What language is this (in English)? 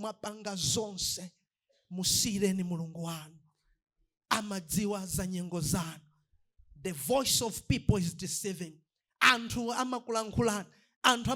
Nyanja